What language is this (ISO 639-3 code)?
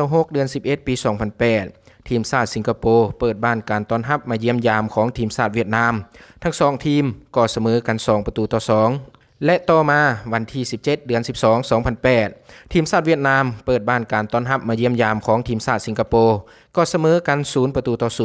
lao